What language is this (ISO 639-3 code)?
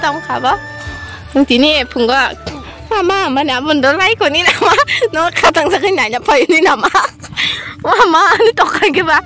trp